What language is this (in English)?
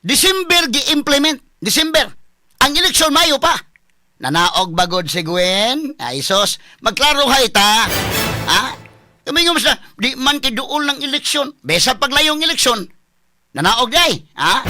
Cebuano